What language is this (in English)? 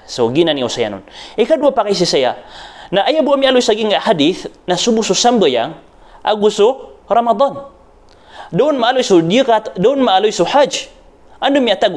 Maranao